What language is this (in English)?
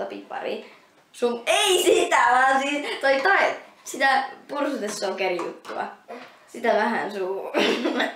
Finnish